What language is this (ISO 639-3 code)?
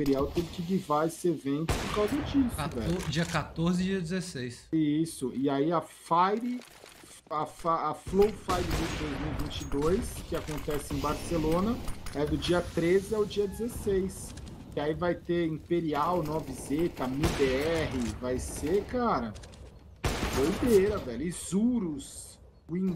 por